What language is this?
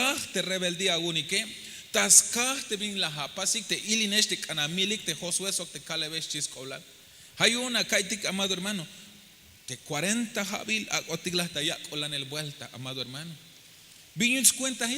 Tzeltal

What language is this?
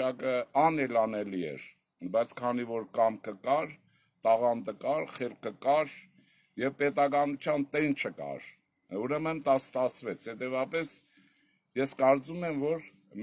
Armenian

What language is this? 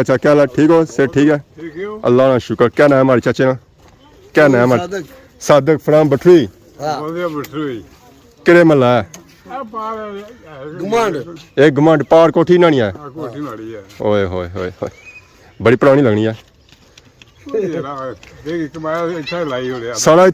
Pahari-Potwari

